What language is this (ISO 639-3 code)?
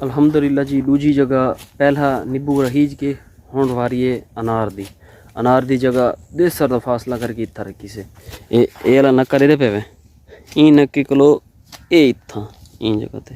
skr